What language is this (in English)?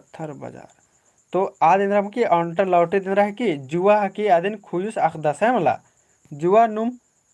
Kurukh